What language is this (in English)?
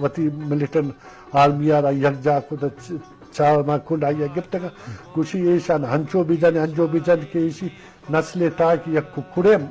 Eastern Balochi